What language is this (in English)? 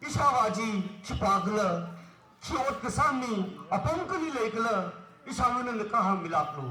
Tangkhul Naga (India)